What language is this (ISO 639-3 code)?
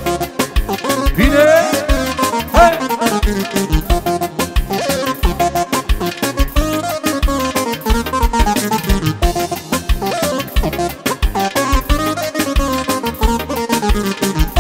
ron